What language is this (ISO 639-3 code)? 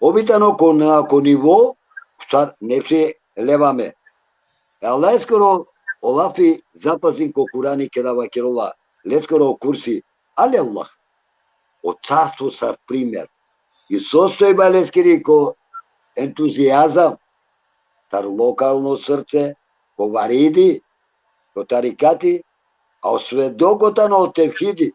rmn